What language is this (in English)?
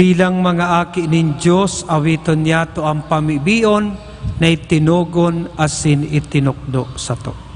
Bikol